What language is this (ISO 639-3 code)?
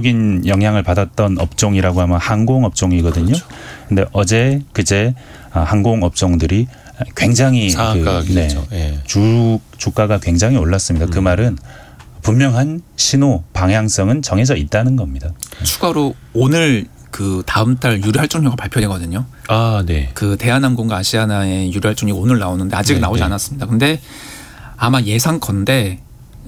kor